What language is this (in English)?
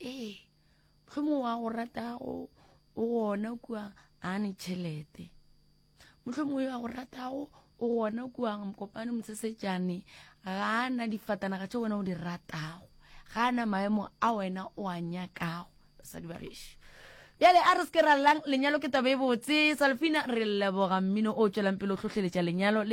Northern Sotho